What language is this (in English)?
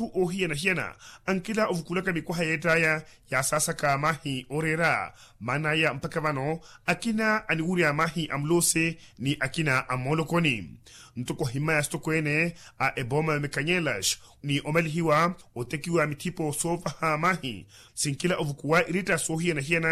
Makhuwa